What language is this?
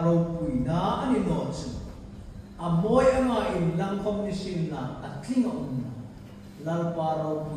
Hmar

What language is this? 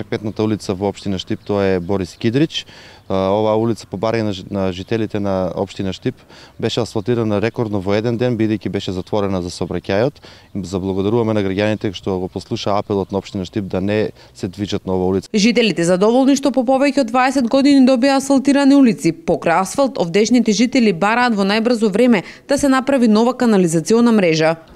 Macedonian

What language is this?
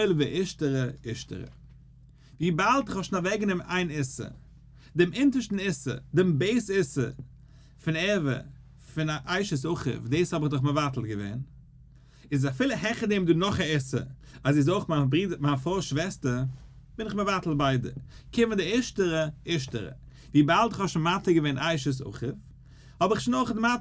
Yiddish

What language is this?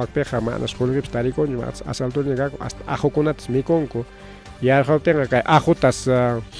Ayacucho Quechua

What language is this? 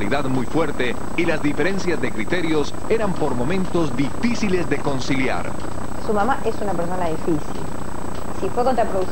Spanish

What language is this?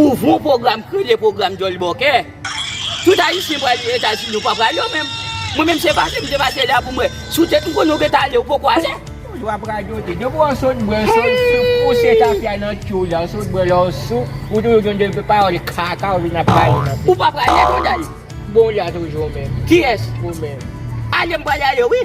Haitian Creole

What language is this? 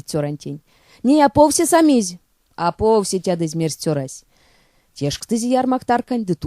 Erzya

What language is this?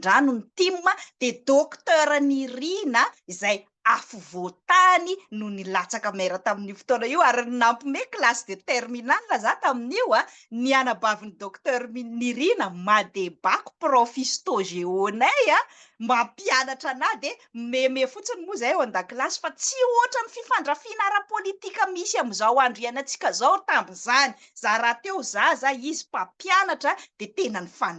Malagasy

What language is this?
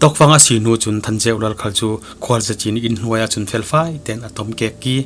Falam Chin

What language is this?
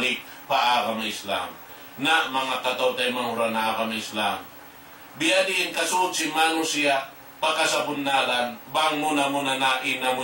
Tausug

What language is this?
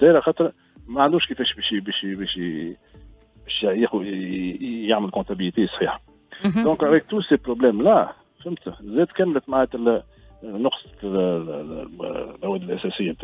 Tunisian Arabic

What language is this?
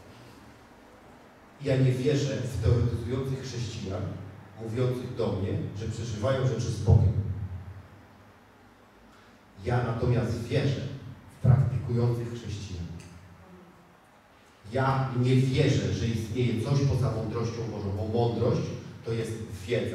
Polish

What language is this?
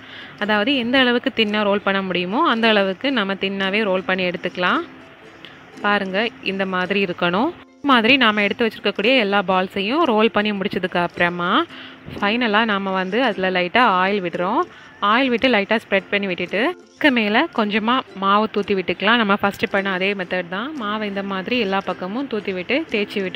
Tamil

